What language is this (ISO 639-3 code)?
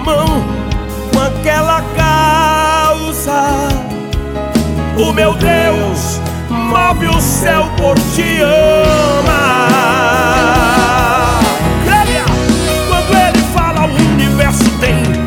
por